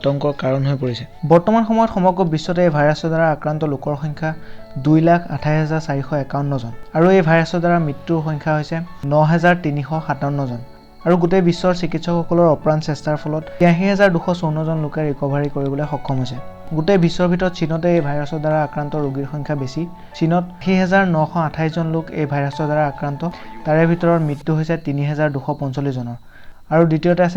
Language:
Assamese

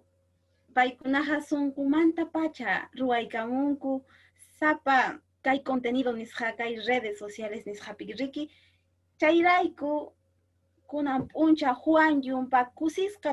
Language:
Quechua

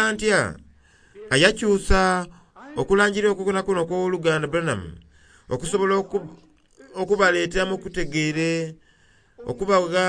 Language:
Soga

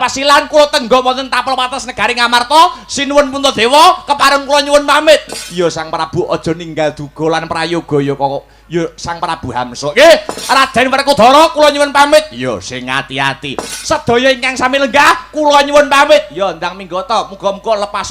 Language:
Javanese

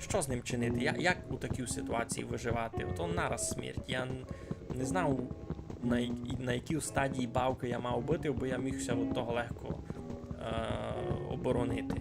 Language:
Rusyn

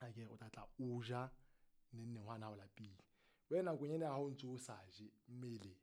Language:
Southern Sotho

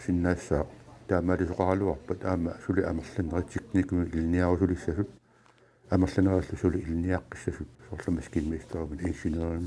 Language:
Kalaallisut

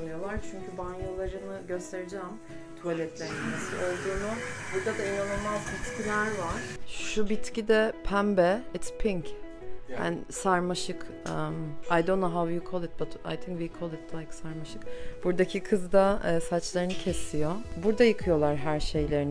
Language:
Turkish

